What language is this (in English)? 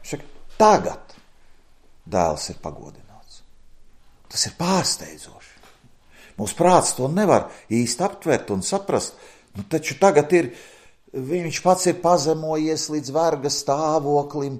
Latvian